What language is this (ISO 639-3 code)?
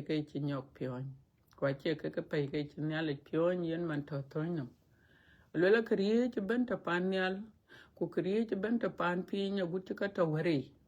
din